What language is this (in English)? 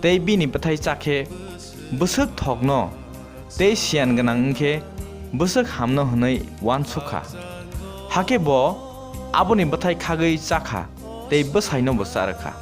Kok Borok